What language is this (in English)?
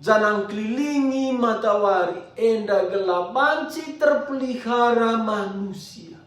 Batak Karo